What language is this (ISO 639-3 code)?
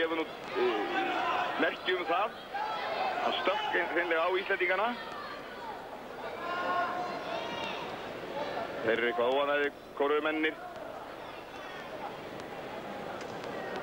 isl